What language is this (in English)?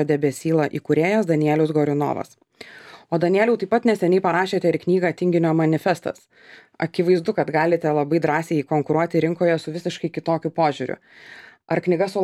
Lithuanian